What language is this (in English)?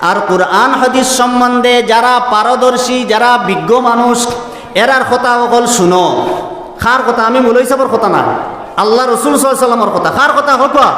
Sylheti